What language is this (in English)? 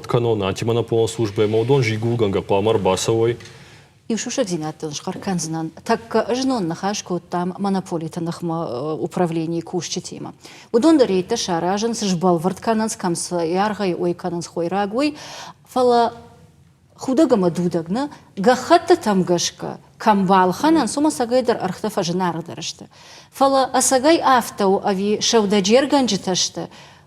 Ossetic